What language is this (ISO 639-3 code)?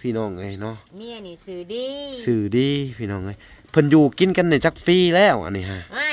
lao